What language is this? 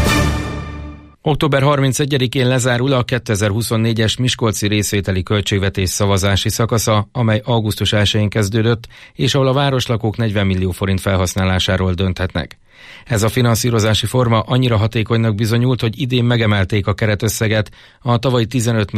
Hungarian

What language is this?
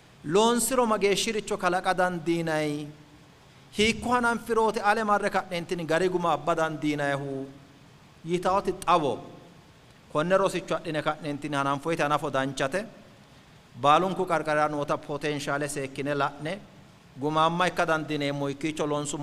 Sidamo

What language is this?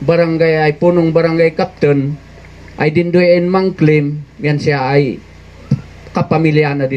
Kankanaey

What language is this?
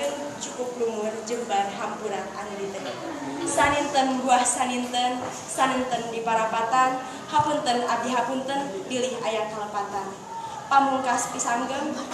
Sundanese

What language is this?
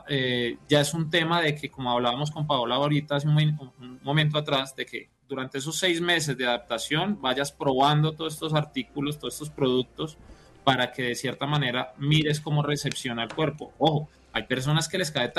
Spanish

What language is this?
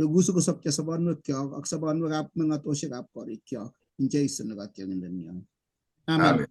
Kalenjin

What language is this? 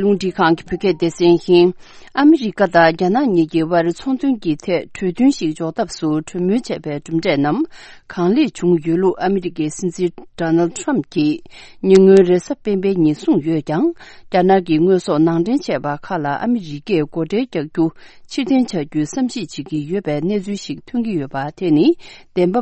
Tibetan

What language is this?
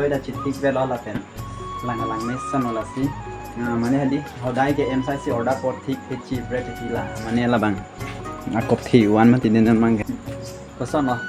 Karbi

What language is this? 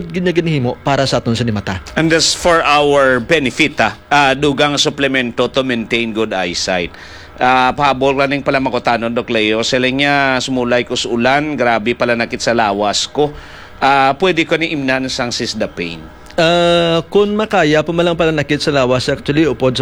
Hiligaynon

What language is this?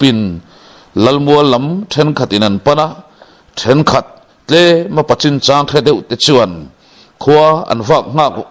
Mizo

